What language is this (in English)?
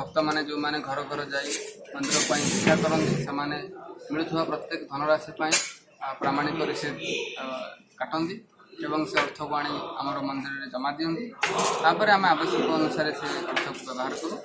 Odia